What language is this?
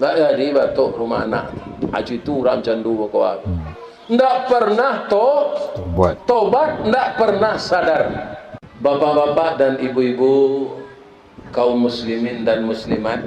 Minangkabau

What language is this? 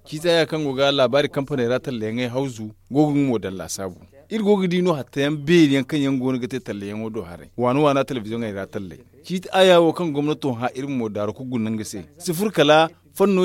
Zarma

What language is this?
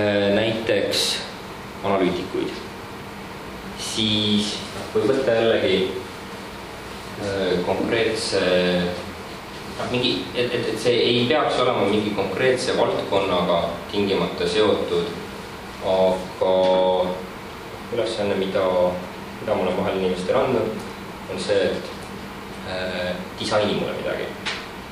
Estonian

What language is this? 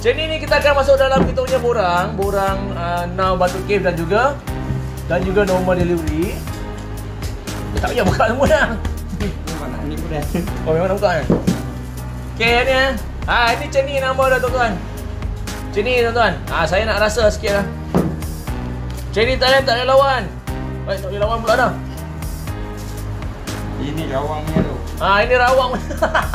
Malay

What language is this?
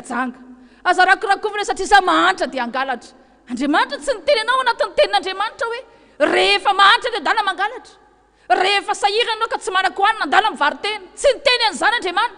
Malagasy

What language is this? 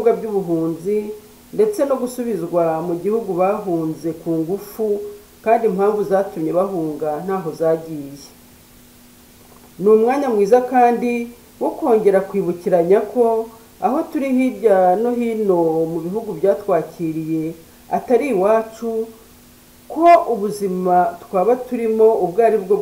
Kinyarwanda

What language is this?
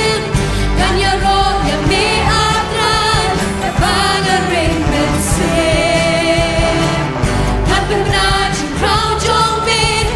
Khasi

